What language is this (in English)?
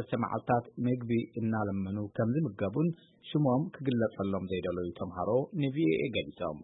Tigrinya